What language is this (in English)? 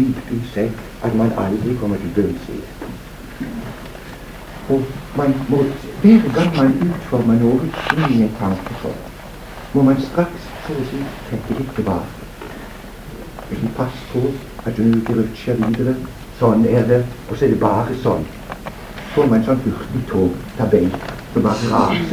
Norwegian